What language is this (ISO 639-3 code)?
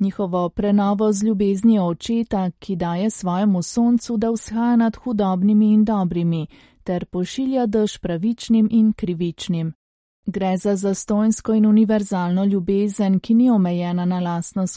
slv